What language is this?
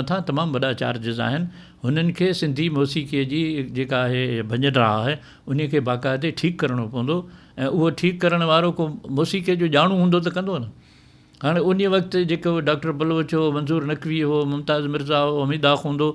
Sindhi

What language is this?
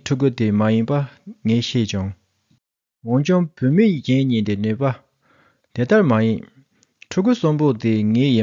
Tibetan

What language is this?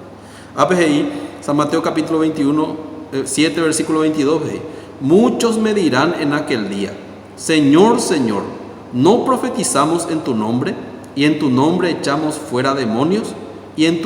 Guarani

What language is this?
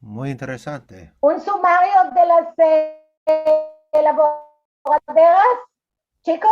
Ladino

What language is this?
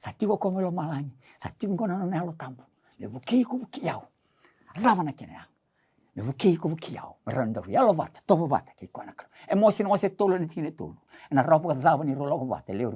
Fijian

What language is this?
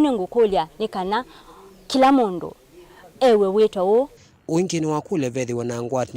Kamba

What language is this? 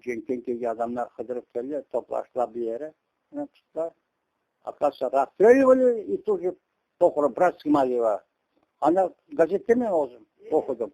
Crimean Tatar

